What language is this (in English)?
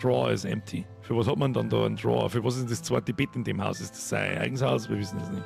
Bavarian